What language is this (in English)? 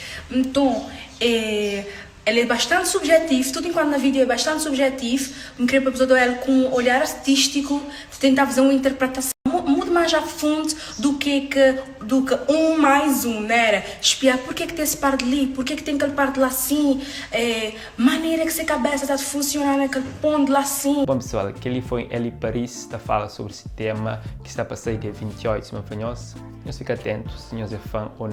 Kabuverdianu